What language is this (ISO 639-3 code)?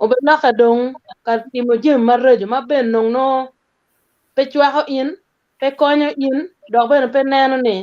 ach